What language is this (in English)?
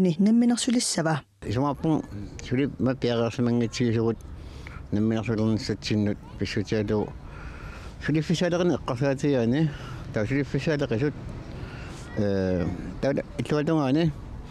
Kalaallisut